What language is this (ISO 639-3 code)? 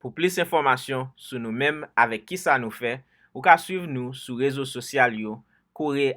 hat